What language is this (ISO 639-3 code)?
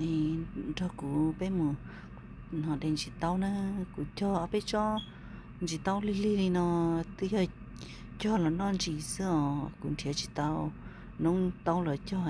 hmn